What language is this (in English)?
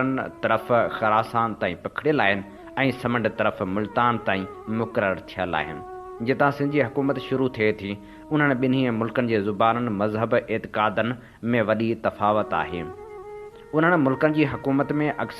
Sindhi